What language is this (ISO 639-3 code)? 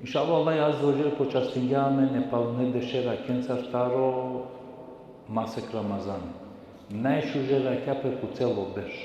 rmn